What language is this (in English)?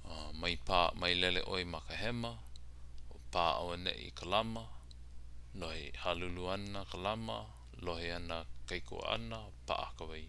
Hawaiian